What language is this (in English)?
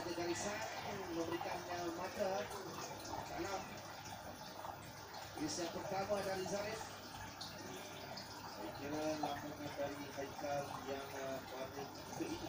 Malay